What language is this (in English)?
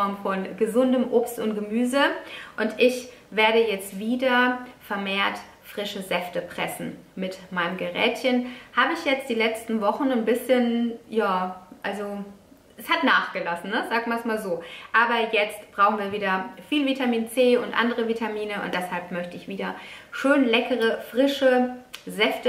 German